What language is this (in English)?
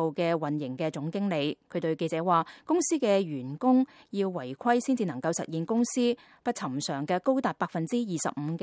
Cantonese